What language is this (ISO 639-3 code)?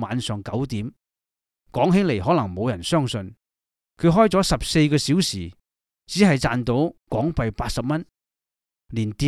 yue